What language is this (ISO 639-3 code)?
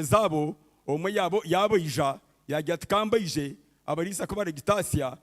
nyn